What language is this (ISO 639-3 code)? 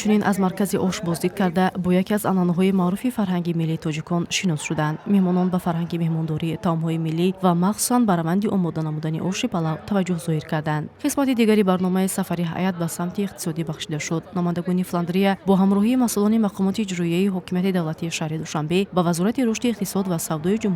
tgk